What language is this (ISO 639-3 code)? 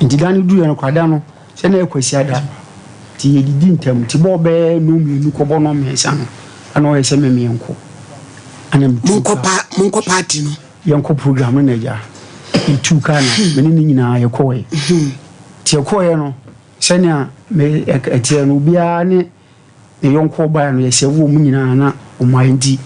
aka